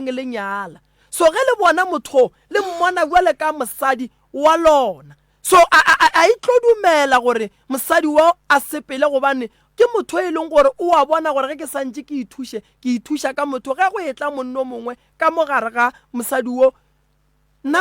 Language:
Northern Sotho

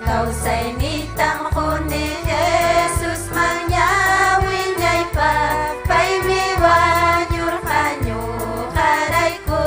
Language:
Ayacucho Quechua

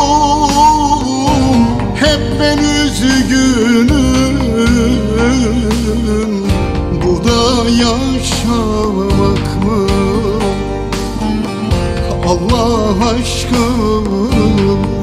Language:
Turkish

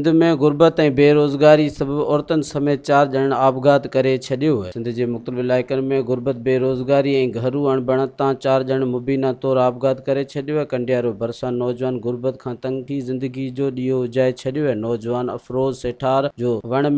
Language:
Sindhi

